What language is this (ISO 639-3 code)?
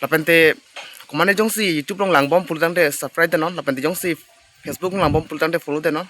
mjw